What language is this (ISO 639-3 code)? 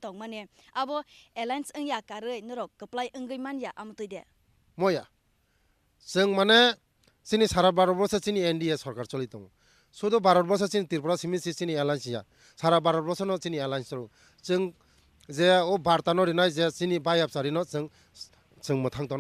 trp